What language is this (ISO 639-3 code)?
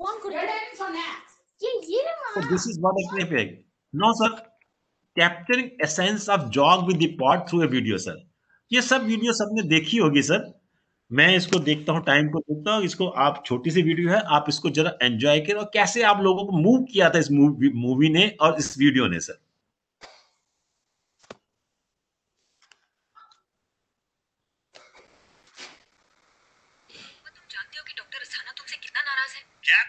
hin